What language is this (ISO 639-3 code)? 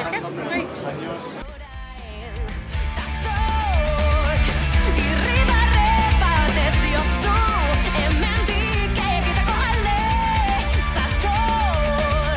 eus